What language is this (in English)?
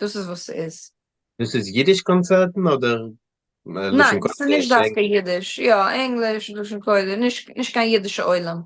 Yiddish